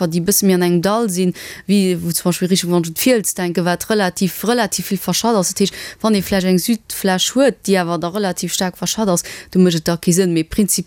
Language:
Luxembourgish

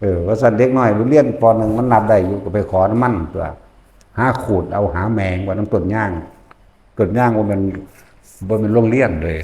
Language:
Northeastern Thai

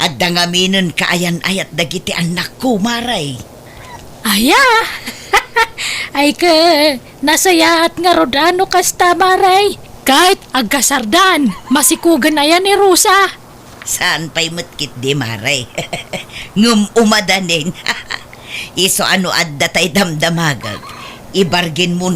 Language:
Iloko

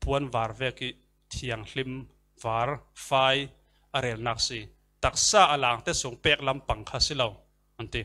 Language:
Falam Chin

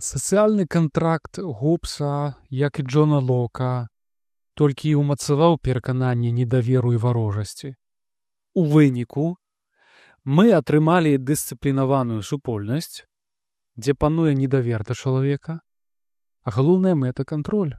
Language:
Belarusian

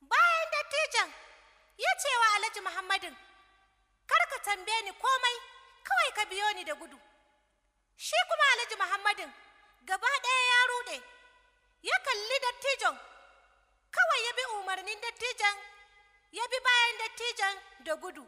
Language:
Hausa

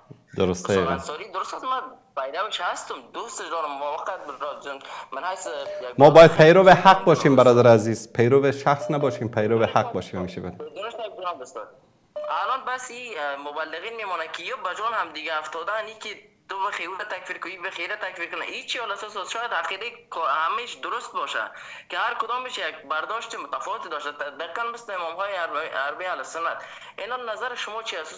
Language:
Persian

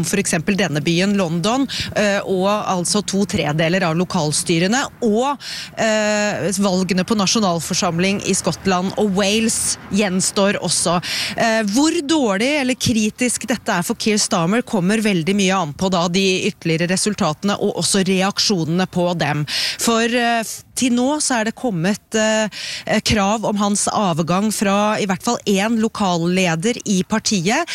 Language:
Norwegian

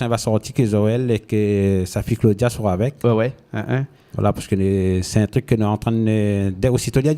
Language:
Réunion Creole French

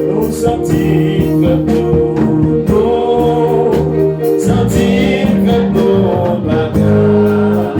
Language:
Haitian Creole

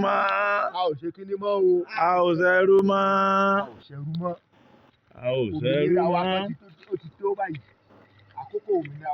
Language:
Yoruba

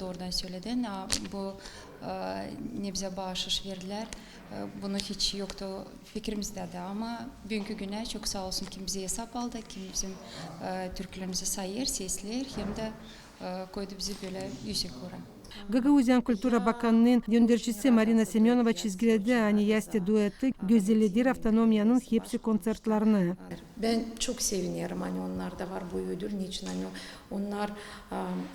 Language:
Gagauz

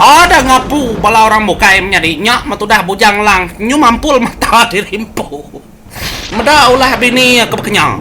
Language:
Iban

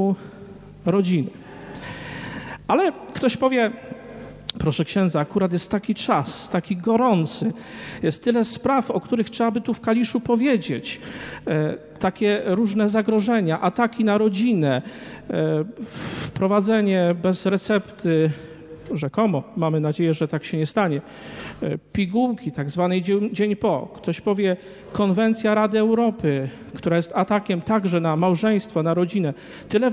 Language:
Polish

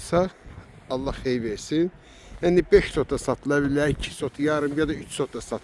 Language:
Azerbaijani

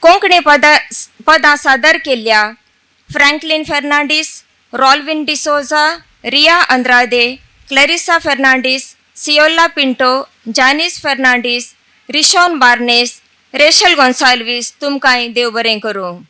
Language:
Konkani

